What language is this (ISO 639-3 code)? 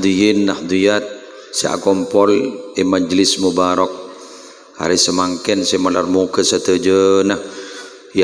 mad